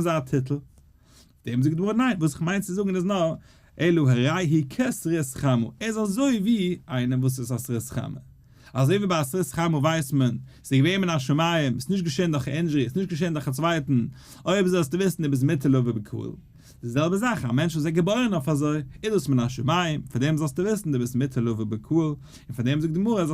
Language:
Yiddish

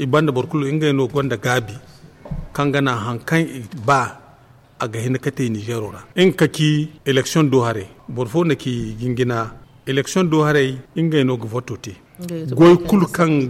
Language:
Zarma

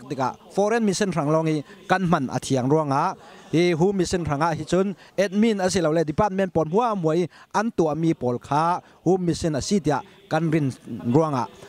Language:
Falam Chin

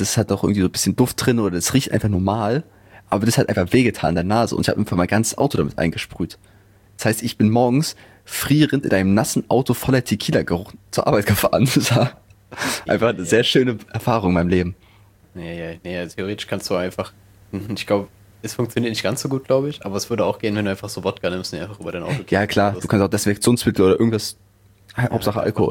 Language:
German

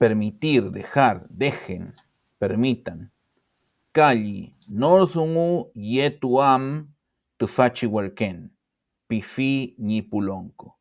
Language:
Mapuche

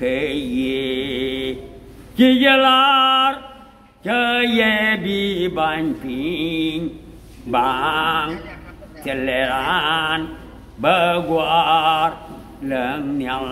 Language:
Nuer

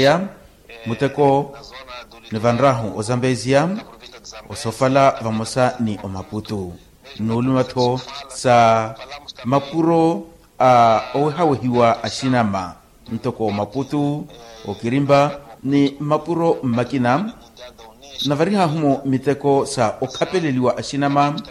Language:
Makhuwa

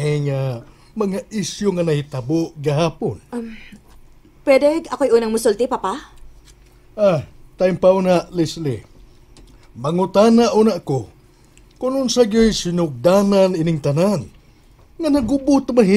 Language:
Cebuano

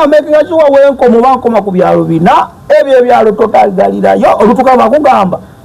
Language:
Ganda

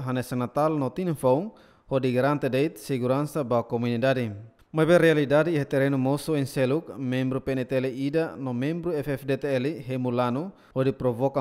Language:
Tetum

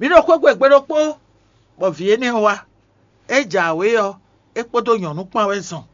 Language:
Fon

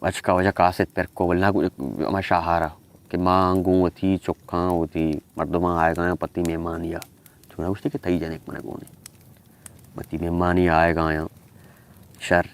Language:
Baluchi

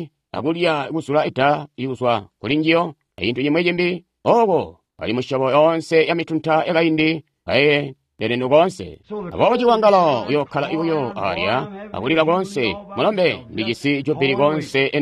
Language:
Tonga (Zambia)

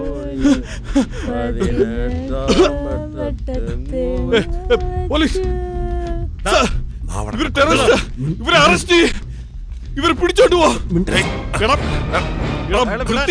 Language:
Malayalam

